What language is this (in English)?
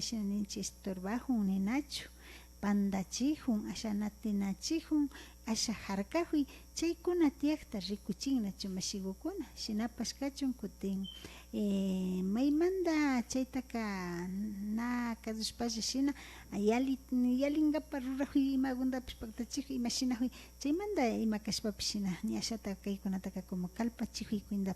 Imbabura Highland Quichua